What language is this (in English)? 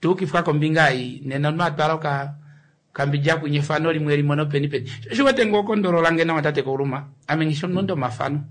Kuanyama